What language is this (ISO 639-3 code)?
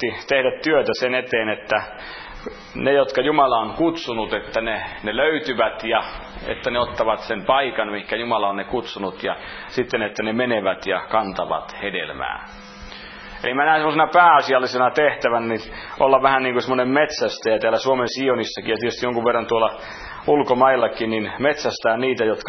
fin